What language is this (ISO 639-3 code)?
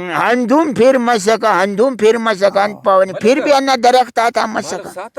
brh